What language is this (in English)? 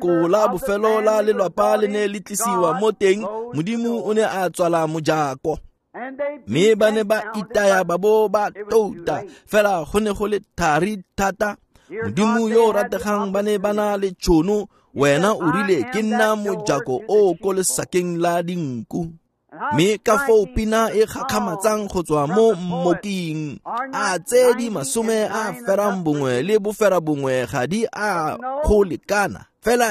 Tswana